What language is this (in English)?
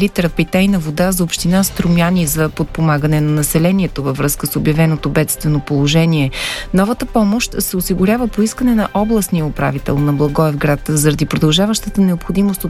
Bulgarian